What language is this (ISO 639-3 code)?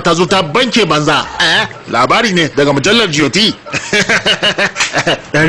hau